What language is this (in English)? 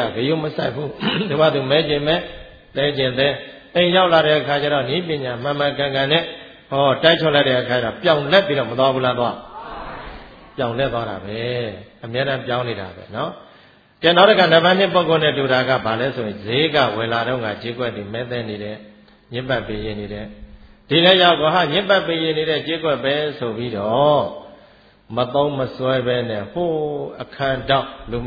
Burmese